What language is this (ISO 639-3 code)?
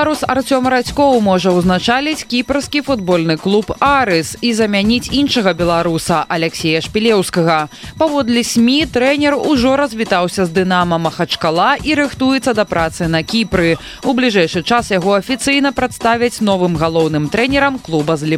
bel